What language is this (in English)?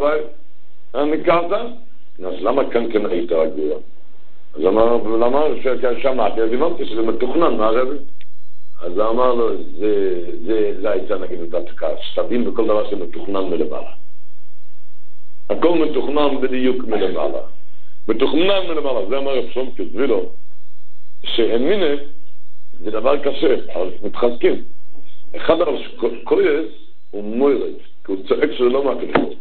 Hebrew